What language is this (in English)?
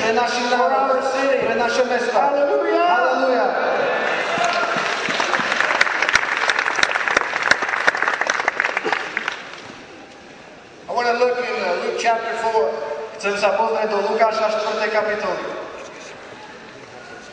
Slovak